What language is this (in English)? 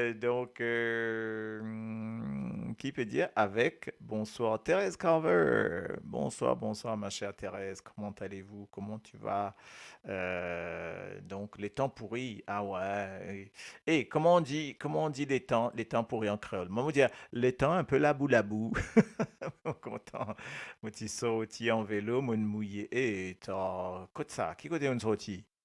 Morisyen